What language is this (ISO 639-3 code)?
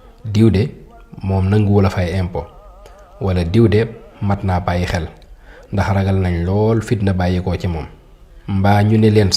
wol